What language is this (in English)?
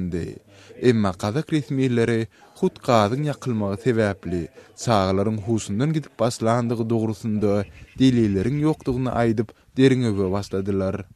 Turkmen